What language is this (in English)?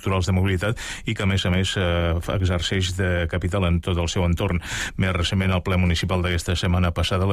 Catalan